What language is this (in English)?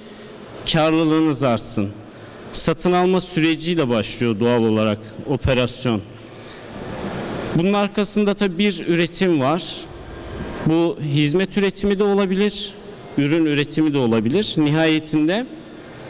Turkish